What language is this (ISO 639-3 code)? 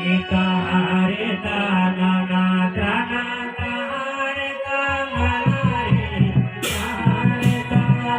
sat